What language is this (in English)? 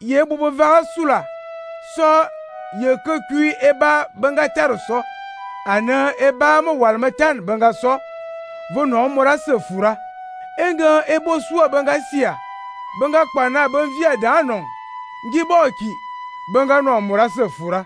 Fang